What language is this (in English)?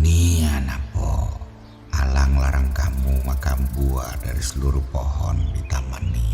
Musi